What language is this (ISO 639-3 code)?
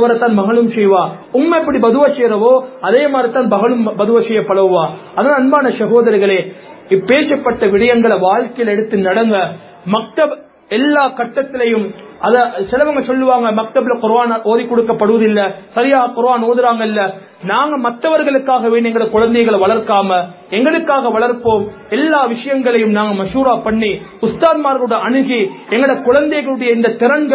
tam